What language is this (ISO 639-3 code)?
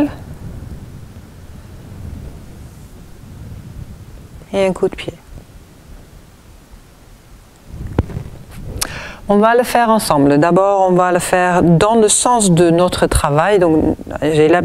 fra